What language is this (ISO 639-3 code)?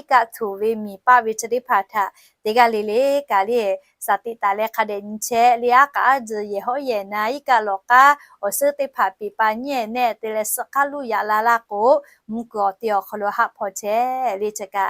lhu